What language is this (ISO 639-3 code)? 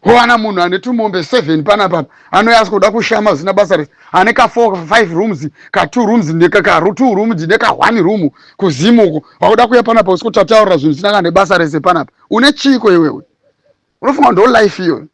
sna